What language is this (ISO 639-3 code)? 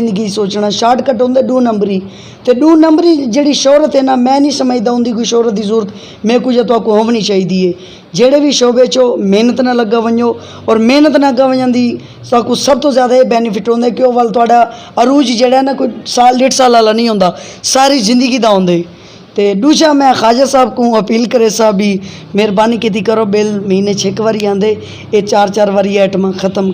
skr